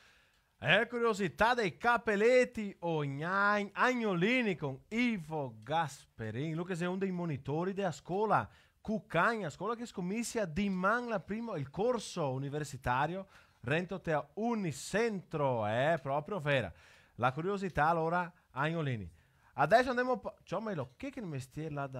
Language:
Venetian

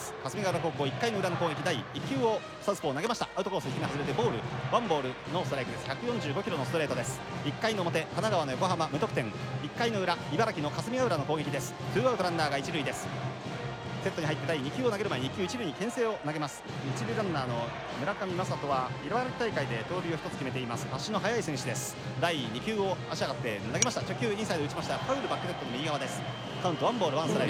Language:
Japanese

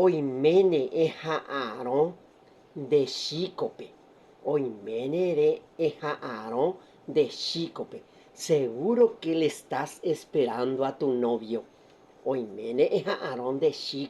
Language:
Guarani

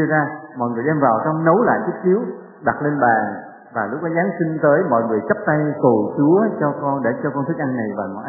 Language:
Vietnamese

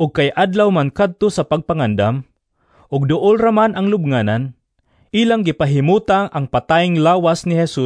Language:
Cebuano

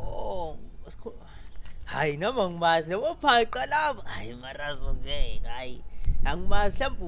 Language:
Zulu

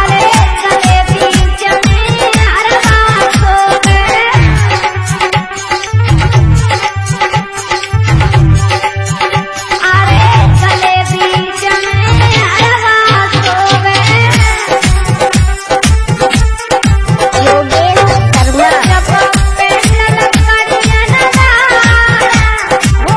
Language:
Bhojpuri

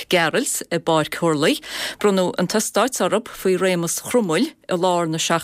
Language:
Irish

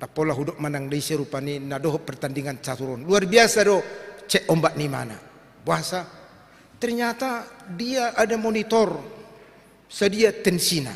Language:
Batak Toba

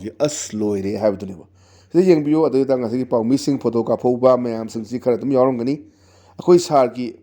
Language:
Manipuri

